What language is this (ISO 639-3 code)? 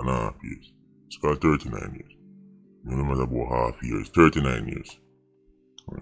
jam